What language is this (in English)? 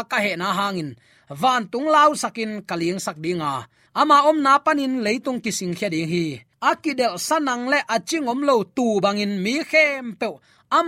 Tedim Chin